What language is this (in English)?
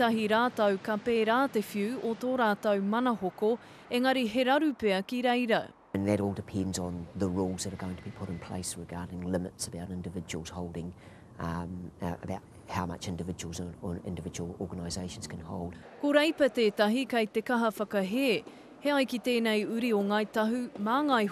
Māori